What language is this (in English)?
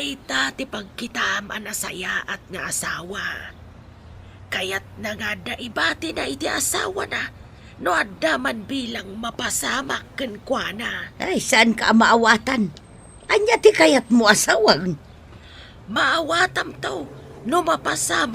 Iloko